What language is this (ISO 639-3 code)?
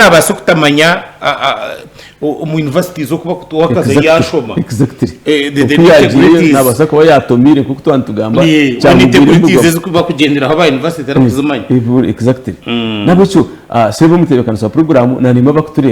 nyn